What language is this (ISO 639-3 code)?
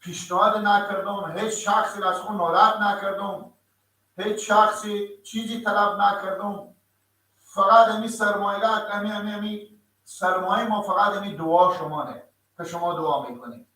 fas